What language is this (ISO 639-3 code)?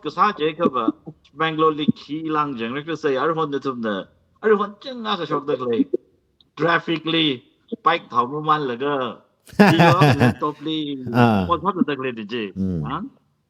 nmf